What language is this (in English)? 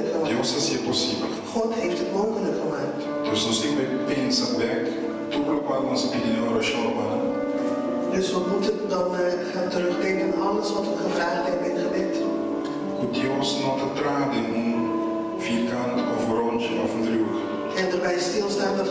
Papiamento